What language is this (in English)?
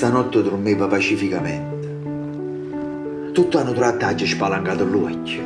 Neapolitan